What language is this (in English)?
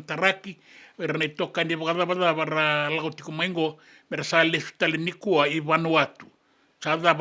Fijian